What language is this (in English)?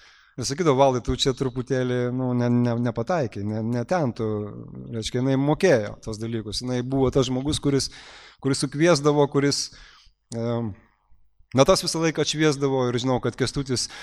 Lithuanian